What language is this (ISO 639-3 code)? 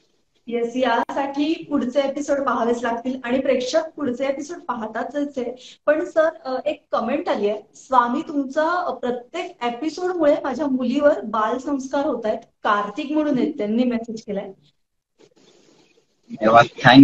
mar